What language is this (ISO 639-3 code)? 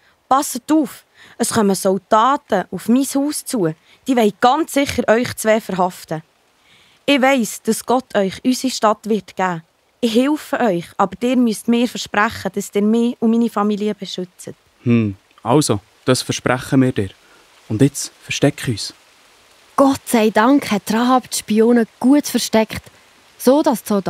gsw